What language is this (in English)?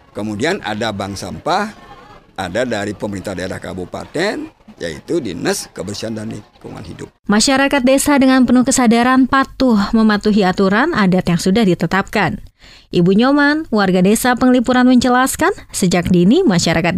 Indonesian